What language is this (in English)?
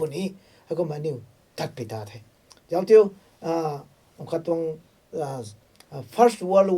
Rongmei Naga